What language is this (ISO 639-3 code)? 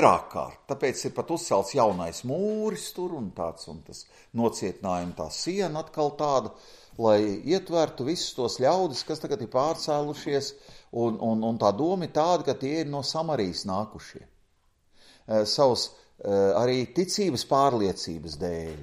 lav